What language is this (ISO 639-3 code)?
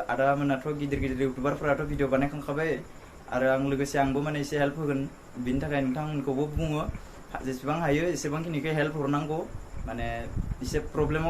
brx